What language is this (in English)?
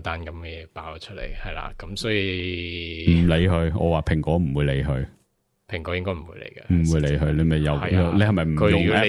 Cantonese